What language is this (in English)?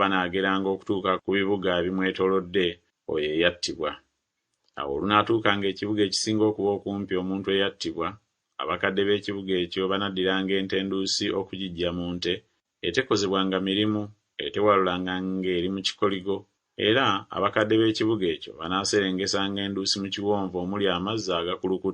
Ganda